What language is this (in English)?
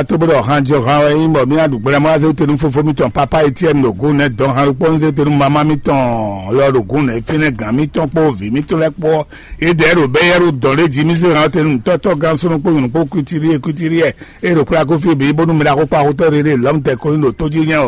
Fon